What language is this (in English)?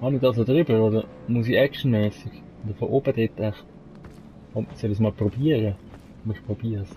Swiss German